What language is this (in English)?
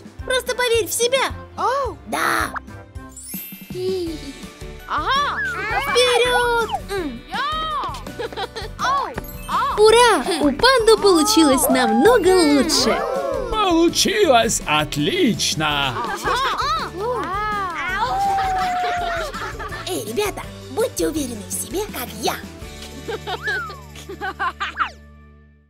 Russian